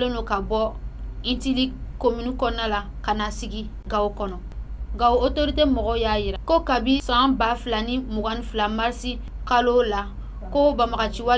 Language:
Bambara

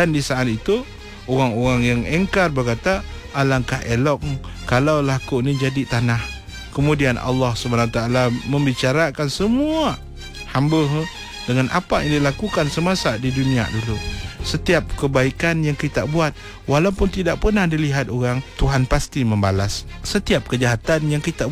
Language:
Malay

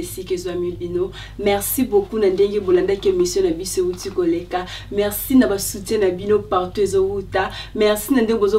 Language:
Lingala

